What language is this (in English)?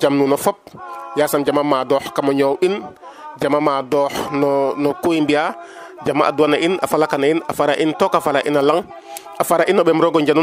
Serer